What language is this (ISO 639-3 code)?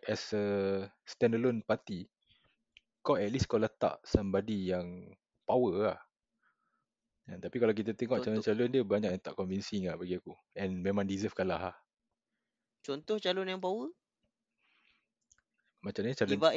msa